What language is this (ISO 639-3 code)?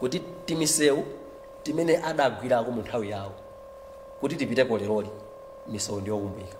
nya